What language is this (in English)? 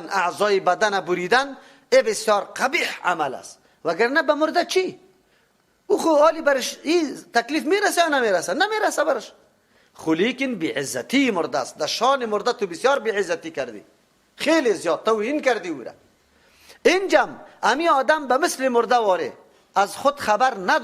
Persian